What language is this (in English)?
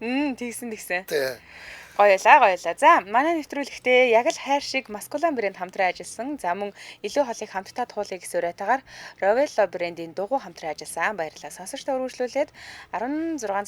Mongolian